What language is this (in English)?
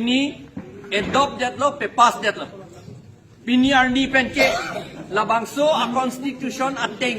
Karbi